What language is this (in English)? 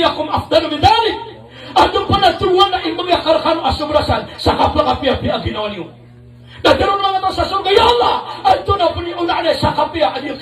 Maranao